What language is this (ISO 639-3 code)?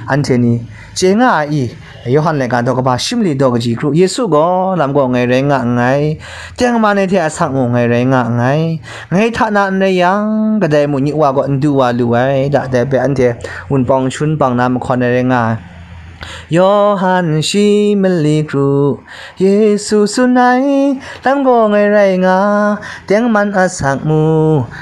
kac